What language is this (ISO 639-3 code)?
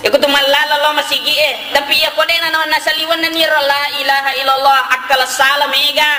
bug